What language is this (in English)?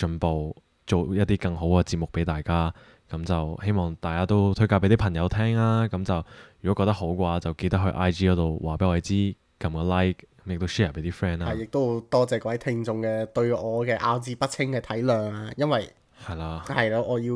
Cantonese